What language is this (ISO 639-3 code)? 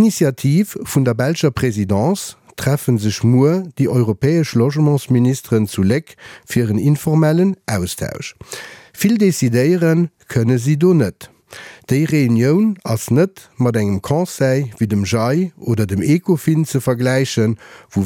ltz